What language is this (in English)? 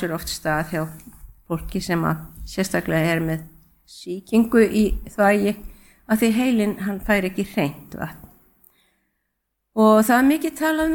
Icelandic